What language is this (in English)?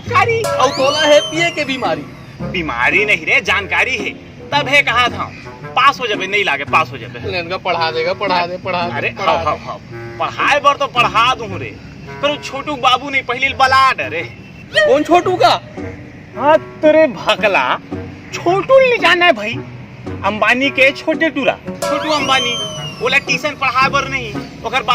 Chhattisgarhi